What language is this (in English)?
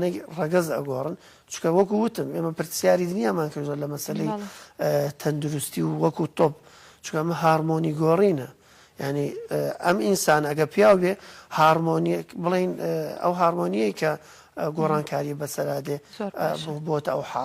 Central Kurdish